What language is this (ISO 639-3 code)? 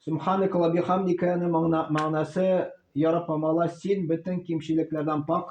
tat